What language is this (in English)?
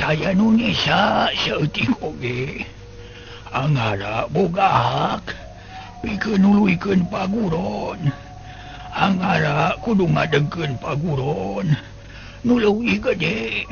Sundanese